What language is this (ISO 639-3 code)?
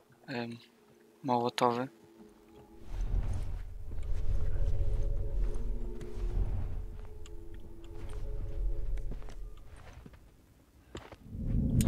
pol